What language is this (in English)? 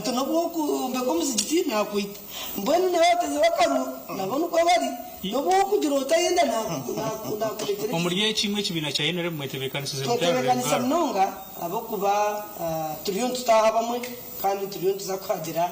Nyankole